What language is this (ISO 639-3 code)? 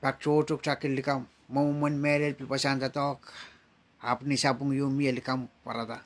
pon